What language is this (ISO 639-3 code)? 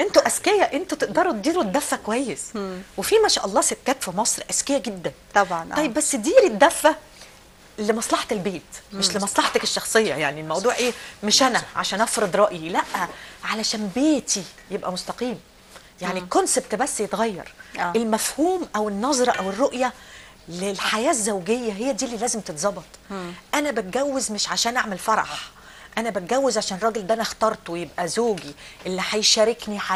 arz